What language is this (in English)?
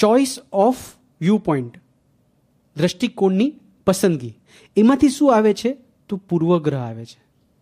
Gujarati